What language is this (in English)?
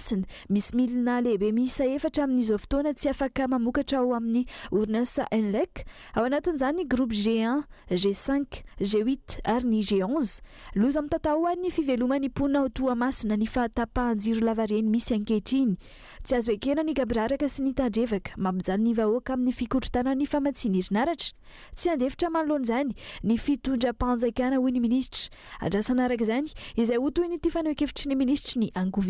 Malagasy